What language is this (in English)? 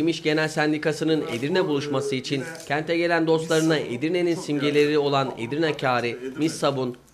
Turkish